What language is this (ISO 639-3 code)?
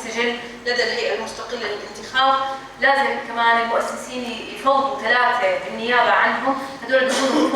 apc